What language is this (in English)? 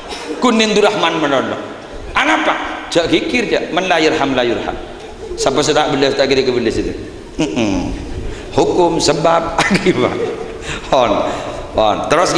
Madurese